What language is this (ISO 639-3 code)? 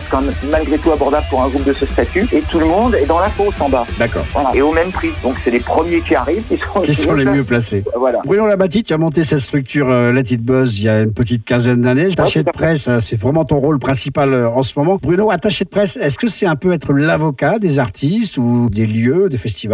fra